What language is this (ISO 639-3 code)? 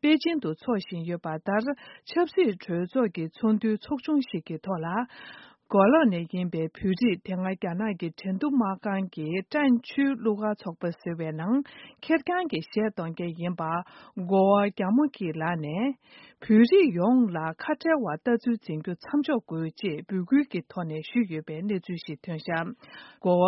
bod